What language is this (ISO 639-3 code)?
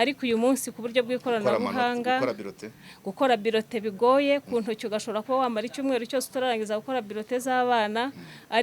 kin